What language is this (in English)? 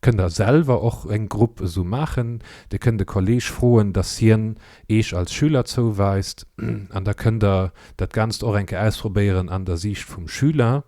Luxembourgish